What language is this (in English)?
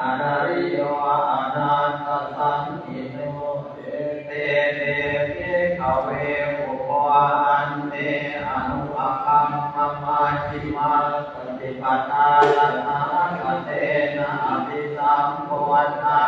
Pali